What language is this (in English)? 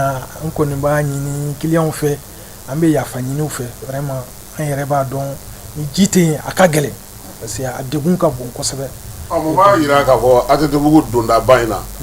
Bambara